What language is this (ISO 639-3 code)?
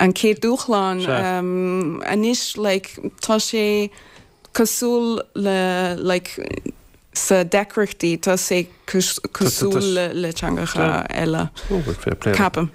gle